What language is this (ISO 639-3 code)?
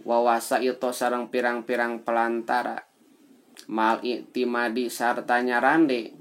sun